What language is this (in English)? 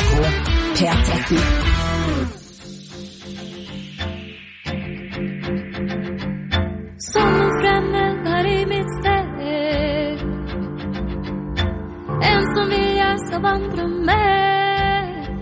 Norwegian